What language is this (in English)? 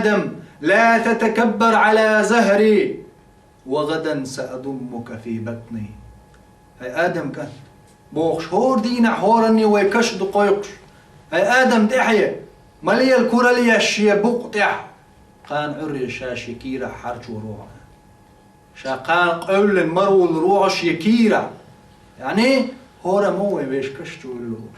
Chechen